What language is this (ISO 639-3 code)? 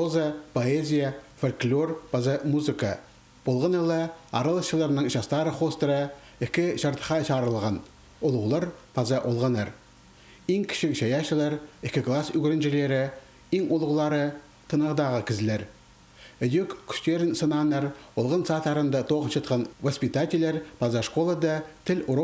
kjh